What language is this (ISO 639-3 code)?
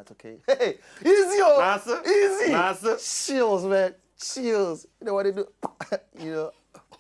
pcm